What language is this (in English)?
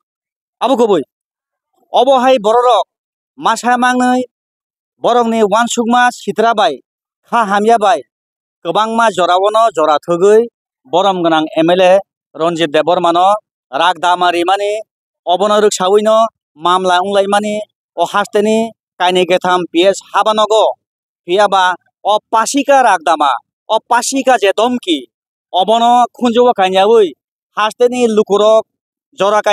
Kok Borok